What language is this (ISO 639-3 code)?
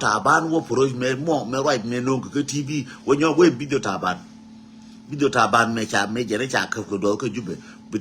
nus